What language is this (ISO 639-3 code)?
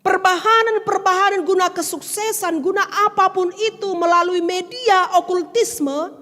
btx